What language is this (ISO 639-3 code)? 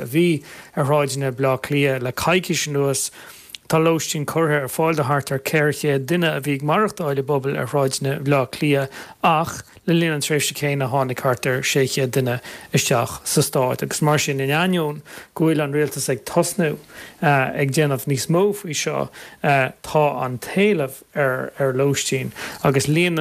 gle